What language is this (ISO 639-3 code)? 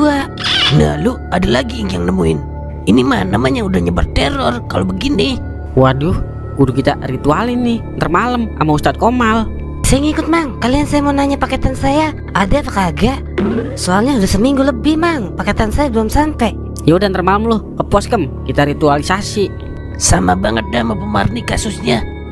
bew